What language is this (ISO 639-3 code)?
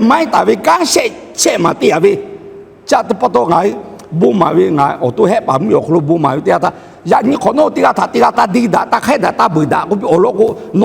lhu